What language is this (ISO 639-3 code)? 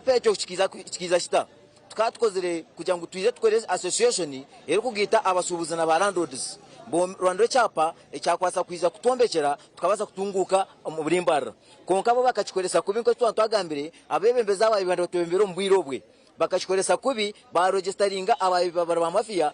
nyn